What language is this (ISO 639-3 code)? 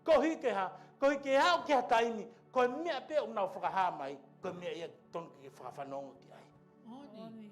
ton